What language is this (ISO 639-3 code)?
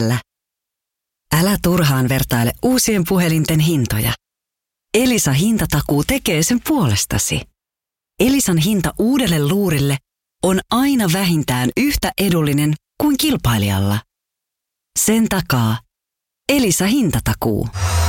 fin